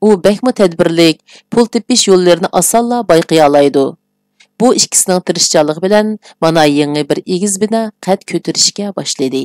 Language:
Uyghur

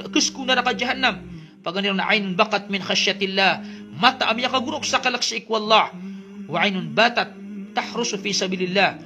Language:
Maranao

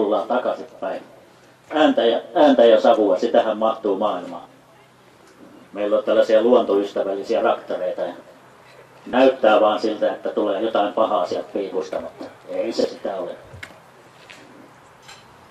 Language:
Finnish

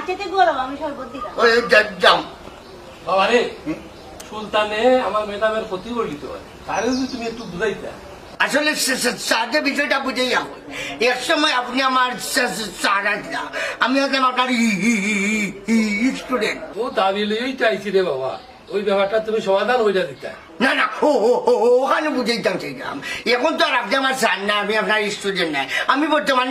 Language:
Sylheti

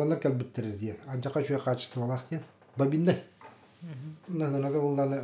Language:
Yakut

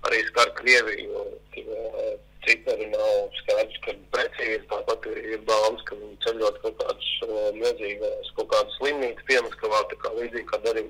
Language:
Latvian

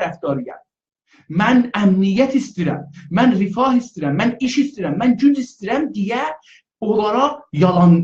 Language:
South Azerbaijani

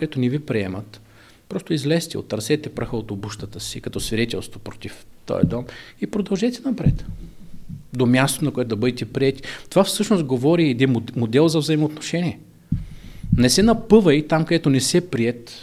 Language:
Bulgarian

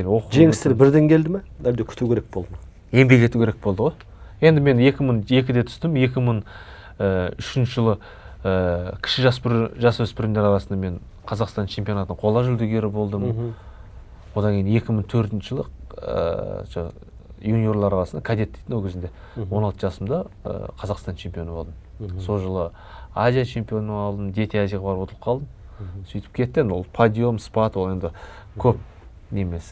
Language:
Kazakh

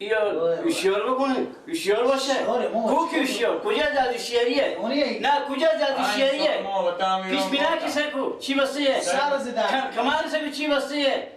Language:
Persian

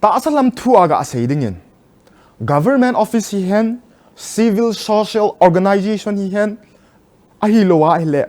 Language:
Thado Chin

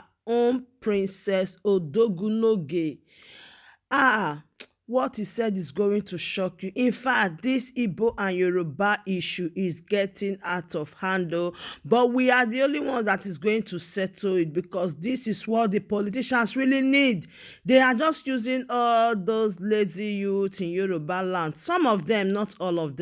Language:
Nigerian Pidgin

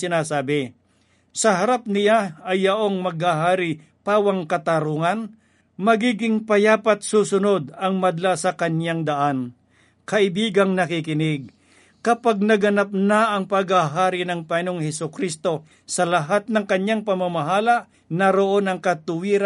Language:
Filipino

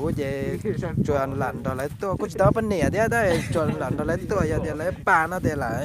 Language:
Hmong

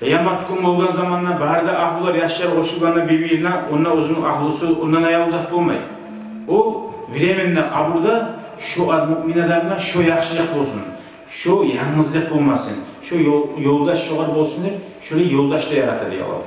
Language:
Kumyk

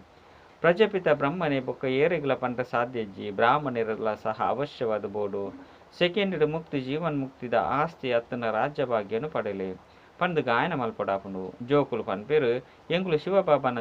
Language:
Tulu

